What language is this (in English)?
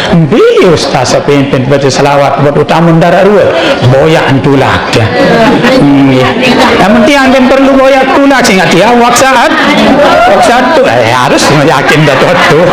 Sasak